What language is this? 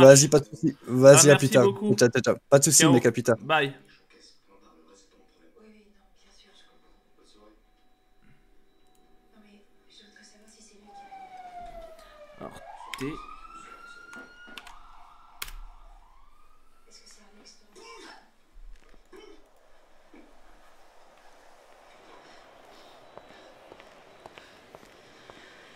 French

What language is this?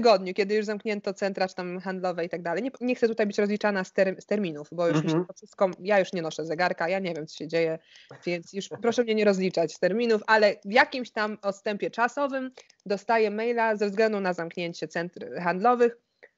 Polish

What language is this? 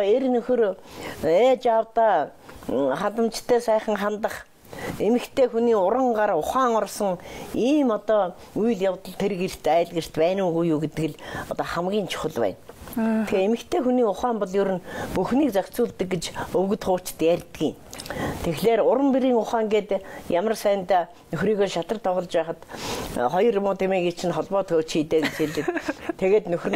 Mongolian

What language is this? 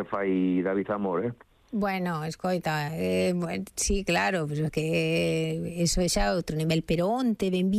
Galician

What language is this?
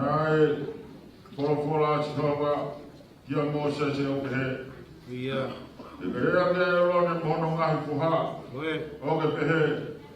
Tongan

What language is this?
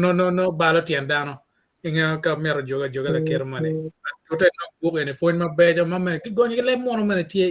Acoli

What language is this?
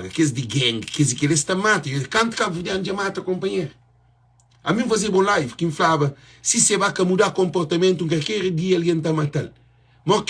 Kabuverdianu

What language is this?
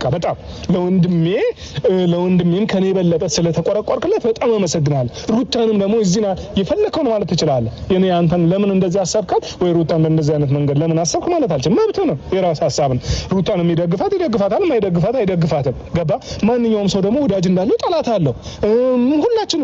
Amharic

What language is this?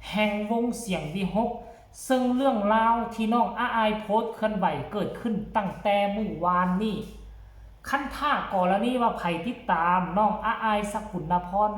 Northeastern Thai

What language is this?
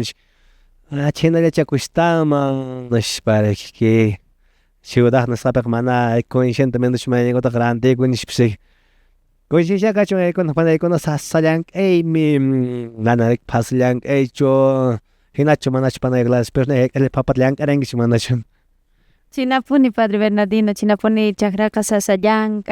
Quechua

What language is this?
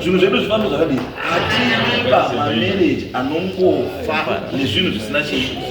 Shona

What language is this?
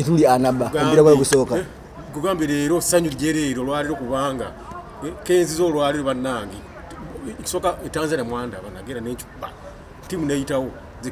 Ganda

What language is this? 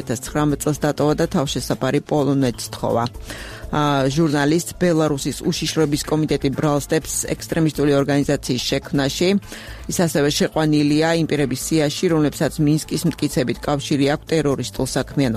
Georgian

